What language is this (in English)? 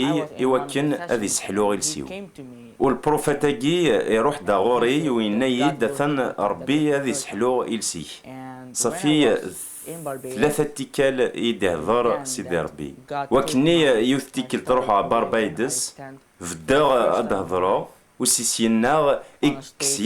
Kabyle